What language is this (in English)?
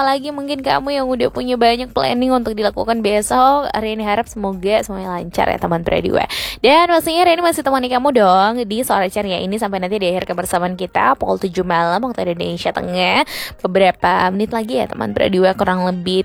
Indonesian